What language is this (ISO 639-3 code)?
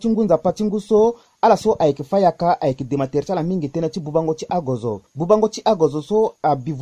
sag